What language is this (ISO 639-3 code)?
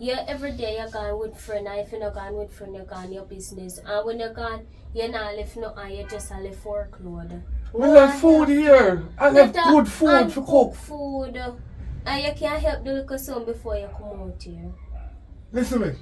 jam